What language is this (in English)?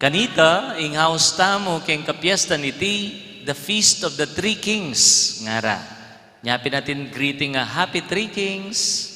Pampanga